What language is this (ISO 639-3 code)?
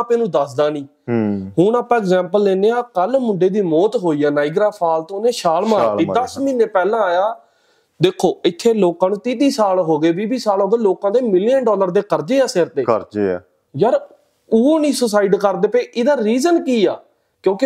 pan